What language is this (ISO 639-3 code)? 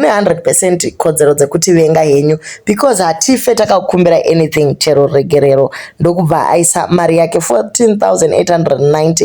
sna